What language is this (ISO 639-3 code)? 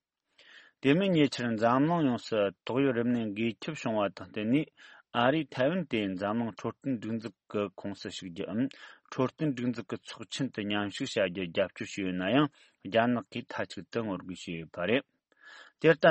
bod